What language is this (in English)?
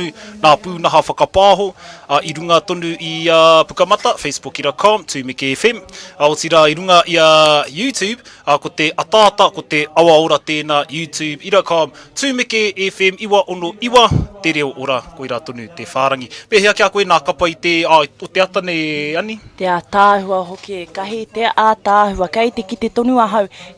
Māori